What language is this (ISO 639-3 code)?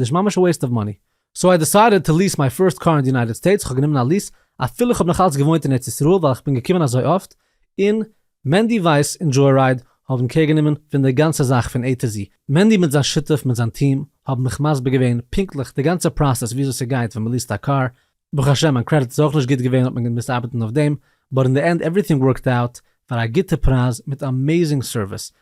yid